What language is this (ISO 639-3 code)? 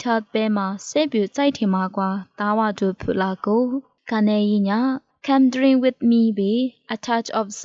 lis